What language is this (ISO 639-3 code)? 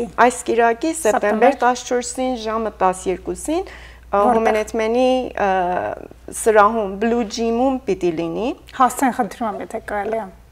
hyw